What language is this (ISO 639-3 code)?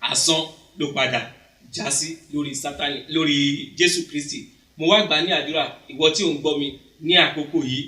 yor